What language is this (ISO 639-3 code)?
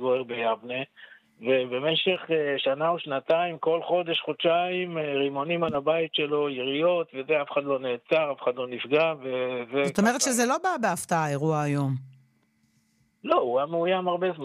heb